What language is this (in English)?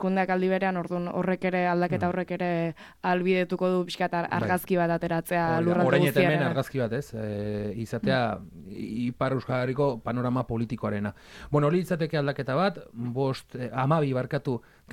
Basque